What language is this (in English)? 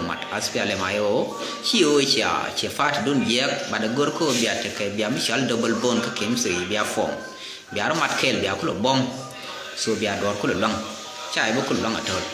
Nuer